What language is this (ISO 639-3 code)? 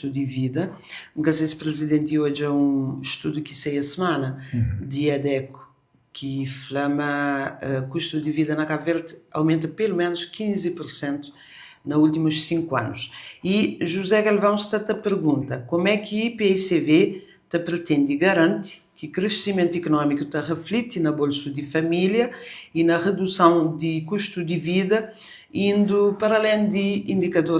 kea